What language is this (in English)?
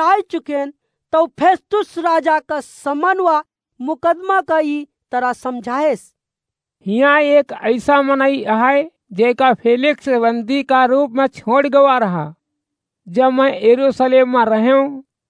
Awadhi